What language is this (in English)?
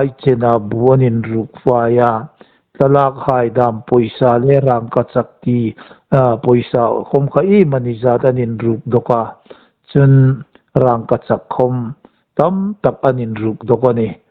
Hmar